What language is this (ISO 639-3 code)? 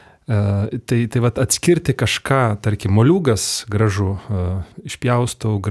lit